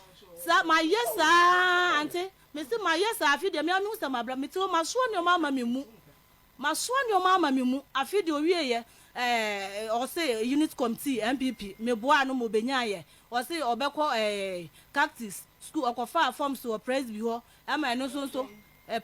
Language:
Akan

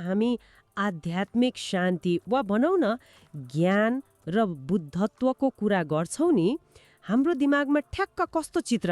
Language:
Nepali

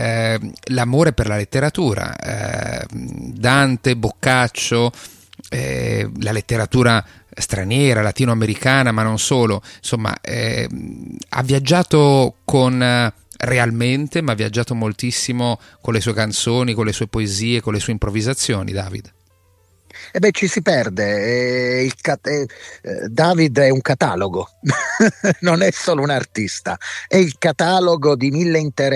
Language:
Italian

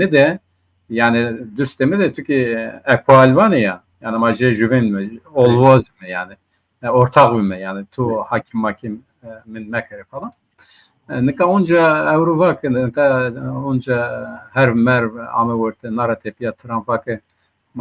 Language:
Zaza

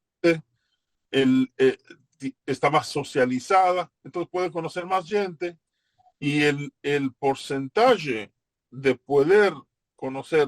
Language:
Ladino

